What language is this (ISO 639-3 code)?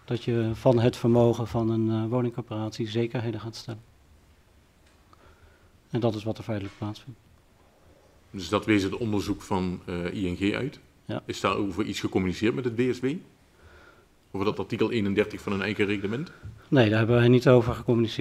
nld